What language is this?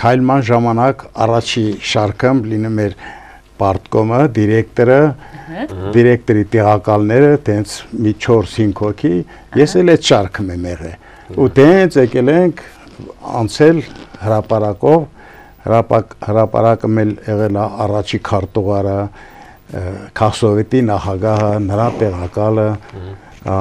Armenian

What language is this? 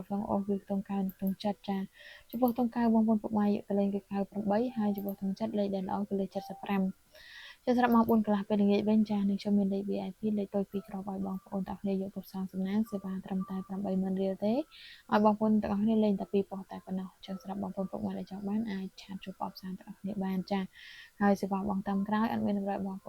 Khmer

